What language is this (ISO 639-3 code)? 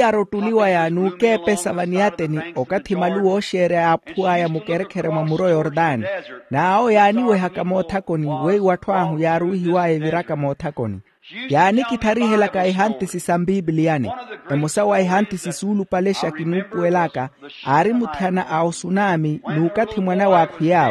vmw